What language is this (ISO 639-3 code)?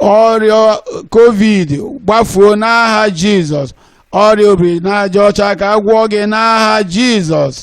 ibo